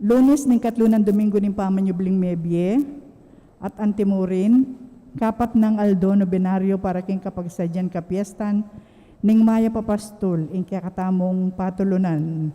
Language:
Pampanga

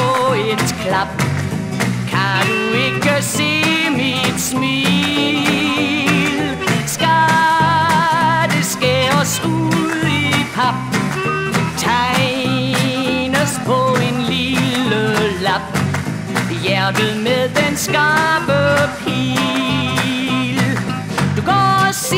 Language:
Danish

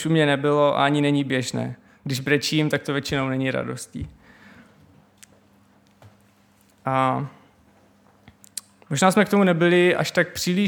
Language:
Czech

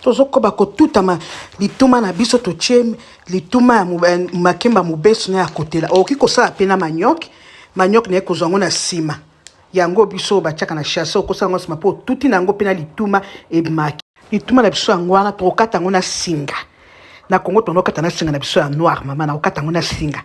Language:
Lingala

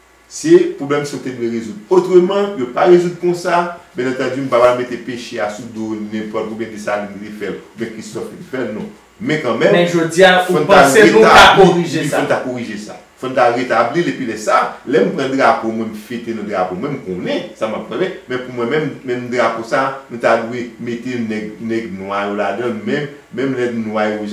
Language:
Haitian Creole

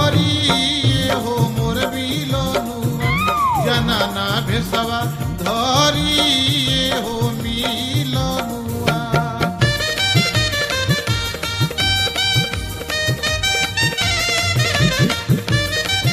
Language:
Bhojpuri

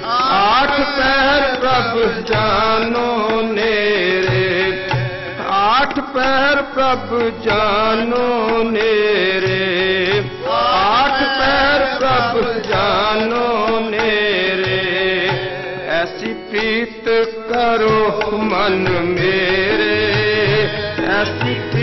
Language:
Punjabi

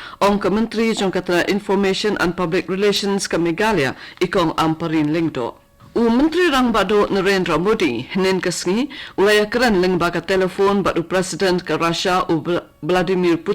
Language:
Khasi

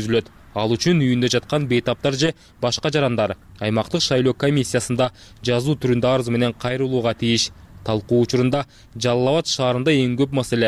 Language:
Kyrgyz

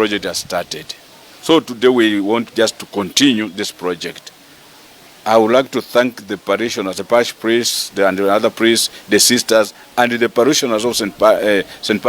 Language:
English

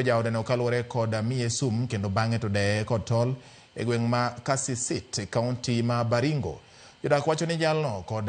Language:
Luo (Kenya and Tanzania)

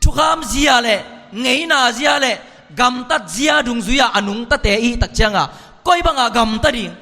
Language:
Tedim Chin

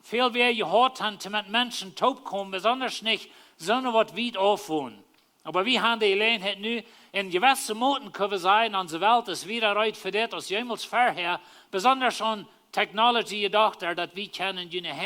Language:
Plautdietsch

